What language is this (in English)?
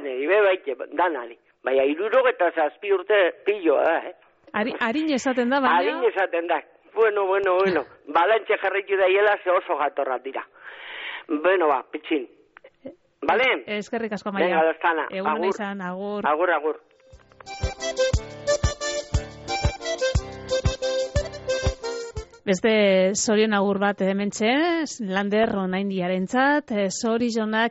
Basque